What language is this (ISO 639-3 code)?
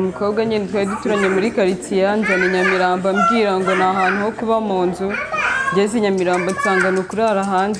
kin